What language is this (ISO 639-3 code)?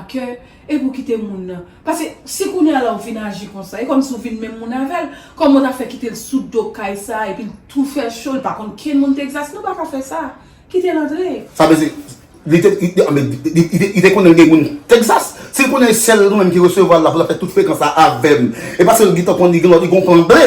hat